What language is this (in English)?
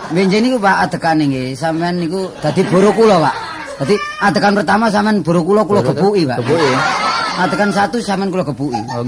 Javanese